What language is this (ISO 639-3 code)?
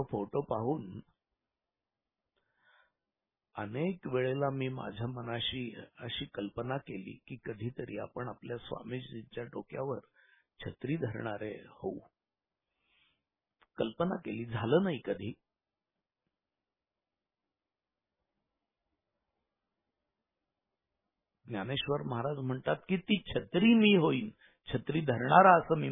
mar